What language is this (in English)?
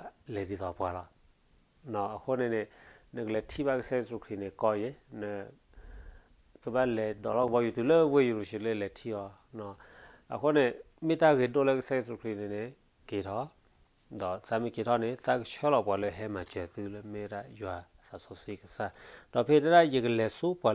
S'gaw Karen